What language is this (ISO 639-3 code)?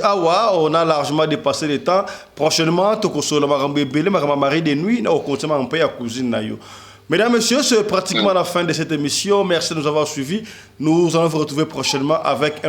lin